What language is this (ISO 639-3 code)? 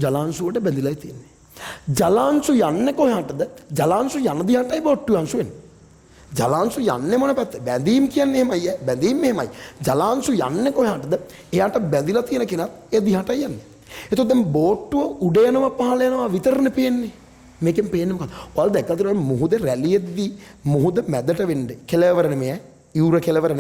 sin